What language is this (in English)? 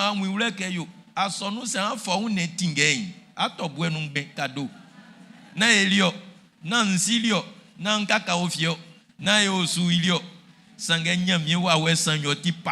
Baoulé